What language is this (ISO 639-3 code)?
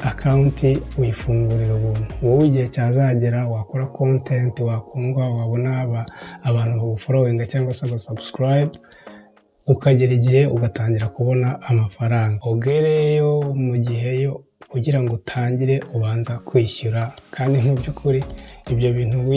kin